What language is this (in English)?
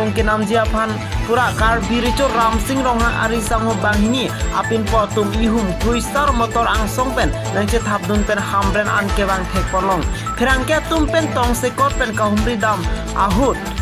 Karbi